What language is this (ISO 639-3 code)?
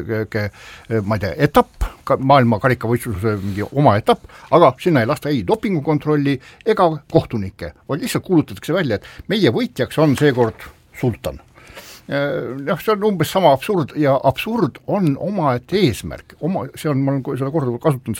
est